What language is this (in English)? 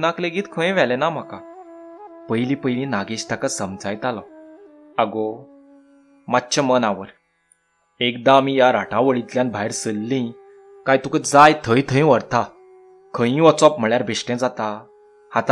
Konkani